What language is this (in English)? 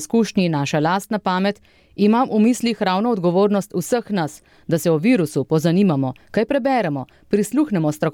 Slovenian